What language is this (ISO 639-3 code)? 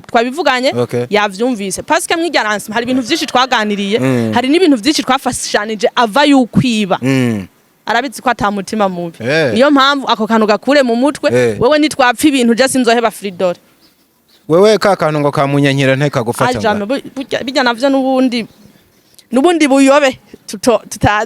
run